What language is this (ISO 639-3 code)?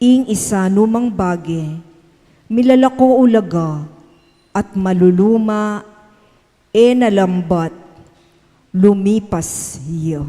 pam